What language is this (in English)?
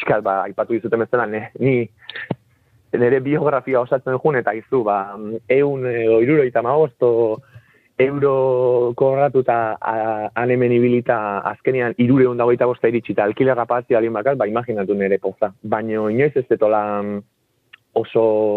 Basque